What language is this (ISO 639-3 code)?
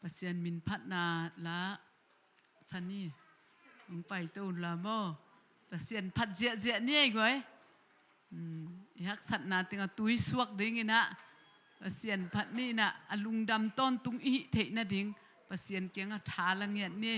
ctd